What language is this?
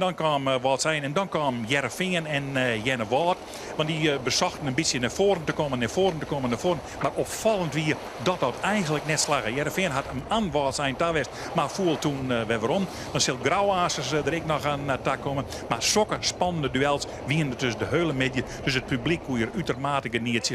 Western Frisian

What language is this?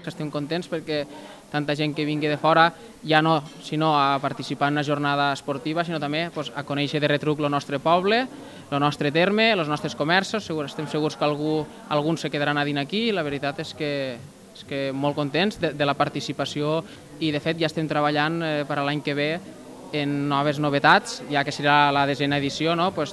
Catalan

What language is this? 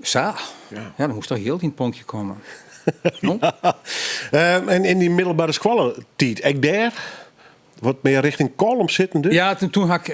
Western Frisian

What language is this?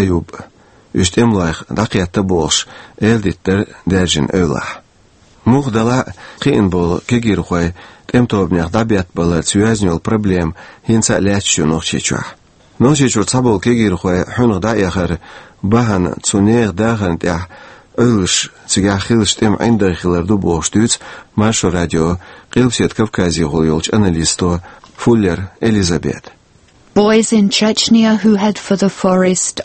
Chechen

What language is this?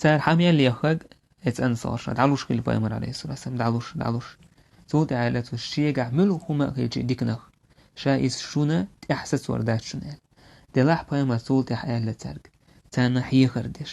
Chechen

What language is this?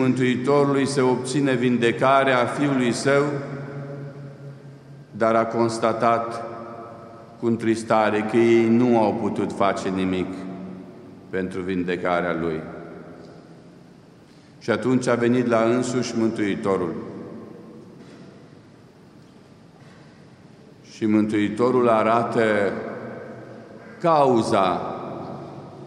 Romanian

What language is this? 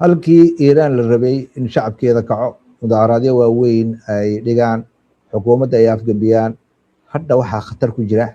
Somali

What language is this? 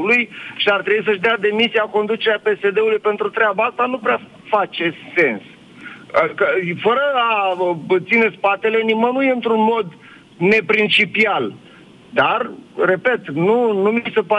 Romanian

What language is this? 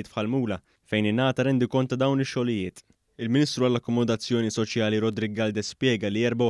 Maltese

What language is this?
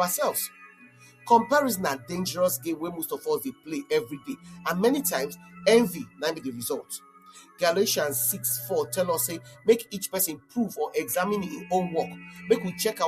Nigerian Pidgin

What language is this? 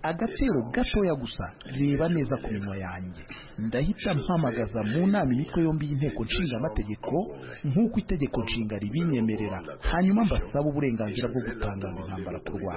Kinyarwanda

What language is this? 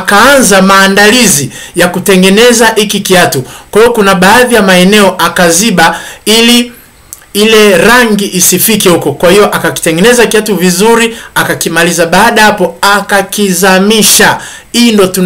Swahili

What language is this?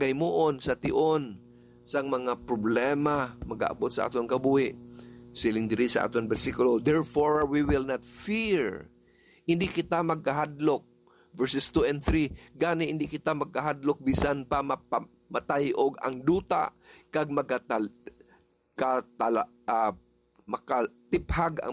Hiligaynon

